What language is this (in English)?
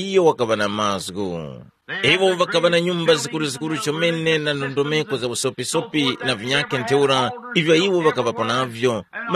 Tumbuka